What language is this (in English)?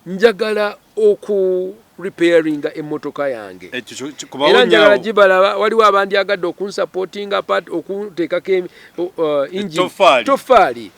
Ganda